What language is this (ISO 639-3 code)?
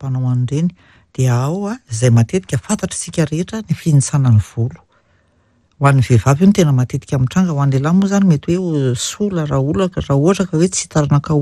mlg